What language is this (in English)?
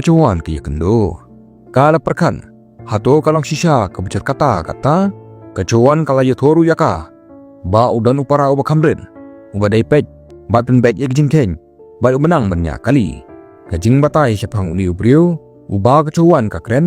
Khasi